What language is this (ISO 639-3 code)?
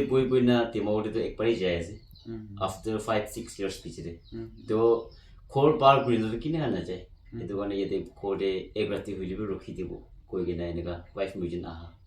nag